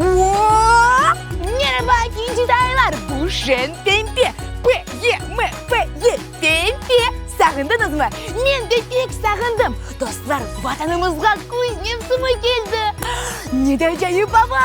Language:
Crimean Tatar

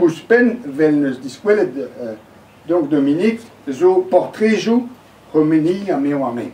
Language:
Breton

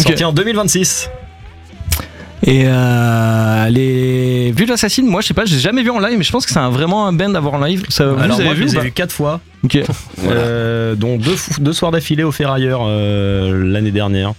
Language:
French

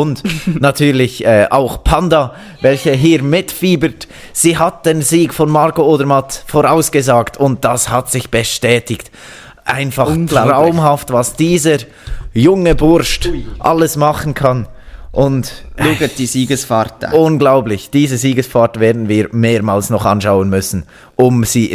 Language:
Swiss German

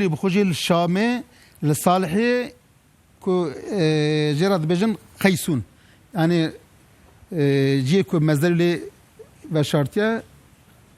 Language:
Kurdish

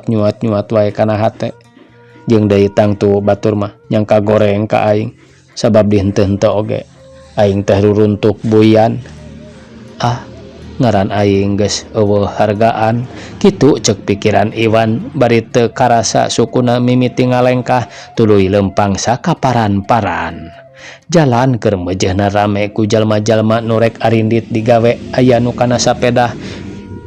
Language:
Sundanese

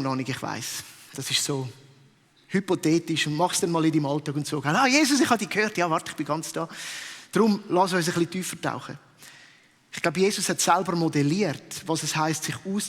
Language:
Swiss German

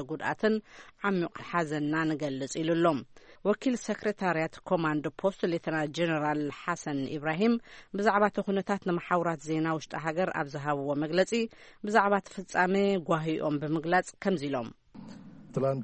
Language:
Tigrinya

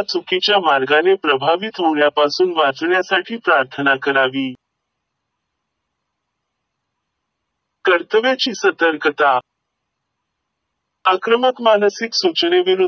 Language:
Marathi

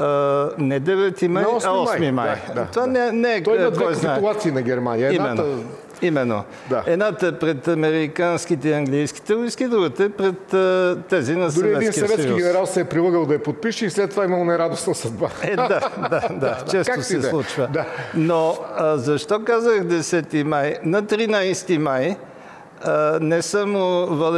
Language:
Bulgarian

